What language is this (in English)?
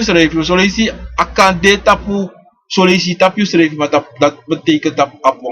Sranan Tongo